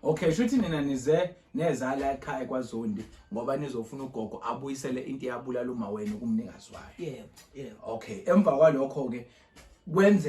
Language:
Zulu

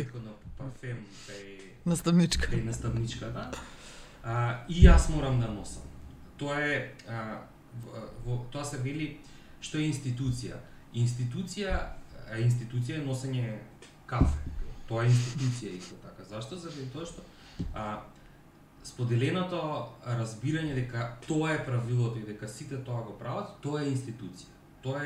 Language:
Macedonian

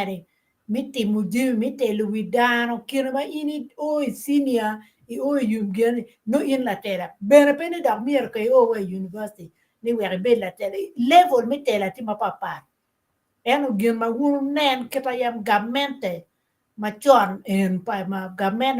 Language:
Acoli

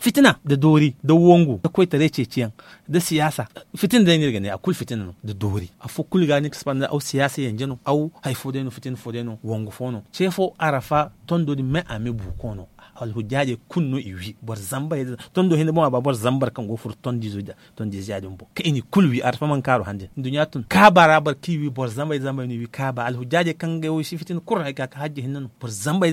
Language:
Zarma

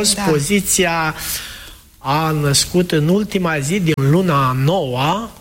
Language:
Romanian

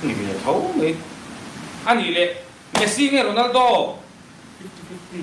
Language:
Mizo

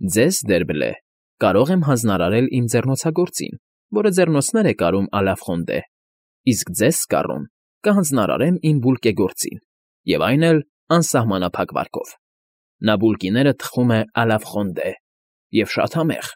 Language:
Armenian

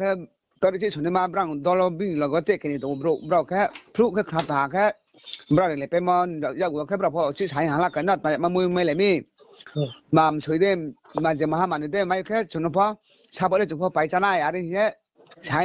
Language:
Riang (India)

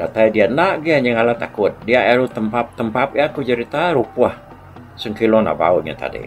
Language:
Iban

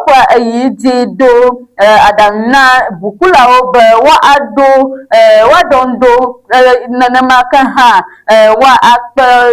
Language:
Ewe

